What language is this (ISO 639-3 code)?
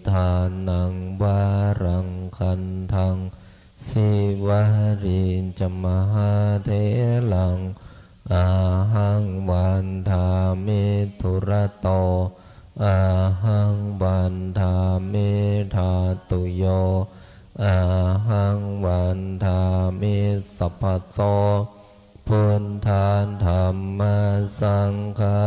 pli